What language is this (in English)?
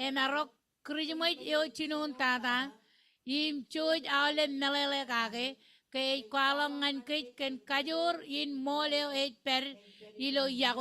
Marshallese